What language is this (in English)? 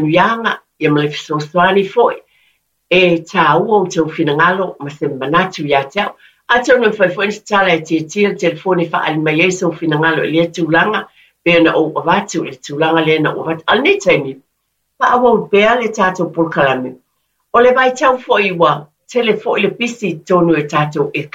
Samoan